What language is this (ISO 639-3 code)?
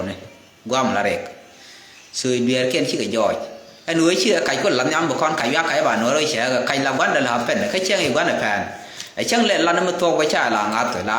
nus